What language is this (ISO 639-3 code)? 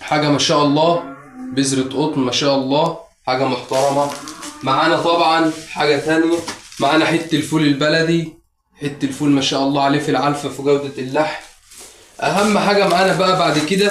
arz